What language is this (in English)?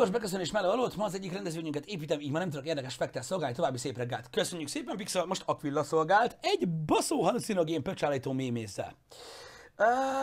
Hungarian